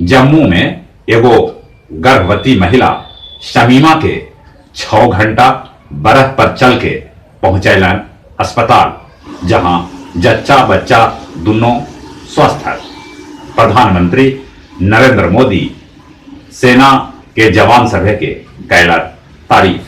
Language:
Magahi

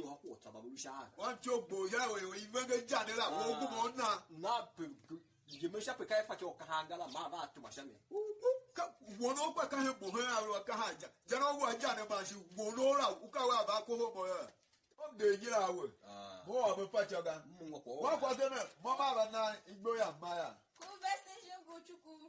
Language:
Tiv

